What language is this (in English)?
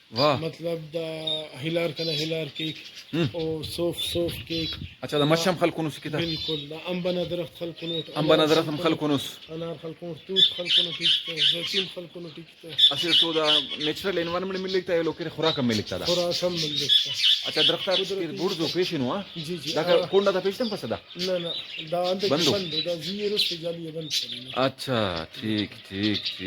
Brahui